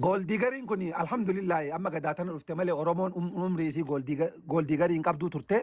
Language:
Oromo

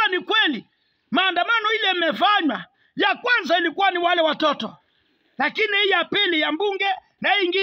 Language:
Swahili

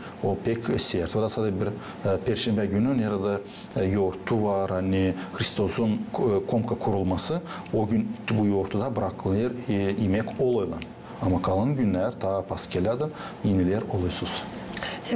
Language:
Gagauz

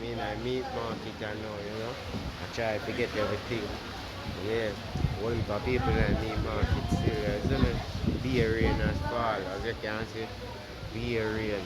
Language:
Jamaican Creole English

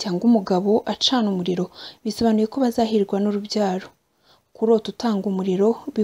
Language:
Kinyarwanda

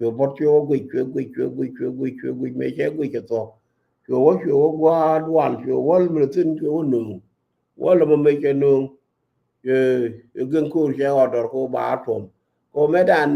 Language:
Nuer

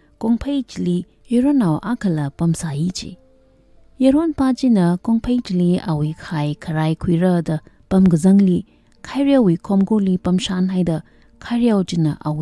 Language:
Tangkhul Naga (India)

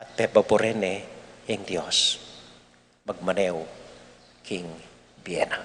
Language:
Pampanga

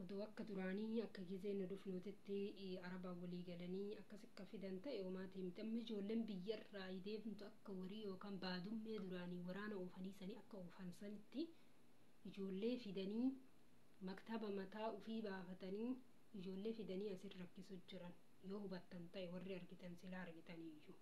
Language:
Oromo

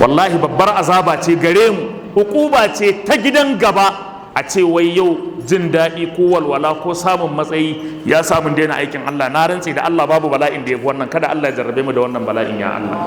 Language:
Hausa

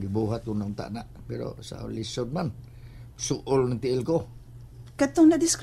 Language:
Cebuano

